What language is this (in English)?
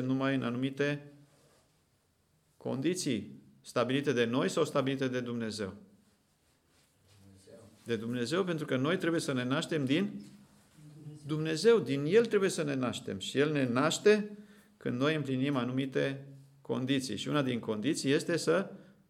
Romanian